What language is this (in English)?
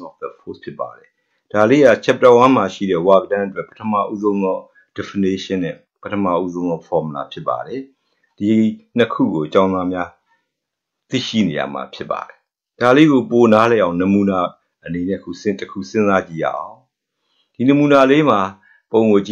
Burmese